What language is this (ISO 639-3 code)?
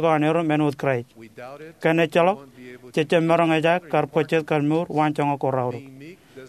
mah